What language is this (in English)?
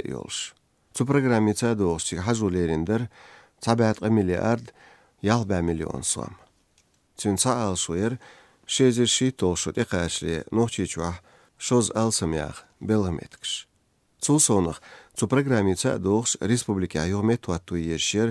Chechen